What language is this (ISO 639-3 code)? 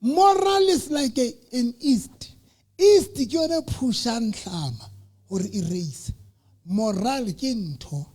sot